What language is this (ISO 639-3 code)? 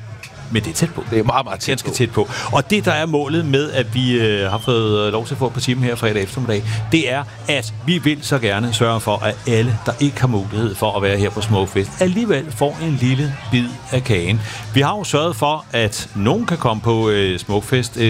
dan